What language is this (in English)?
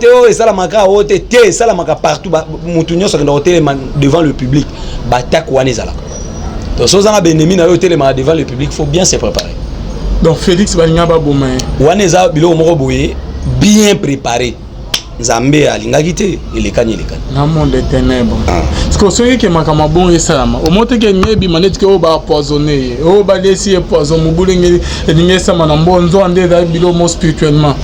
Lingala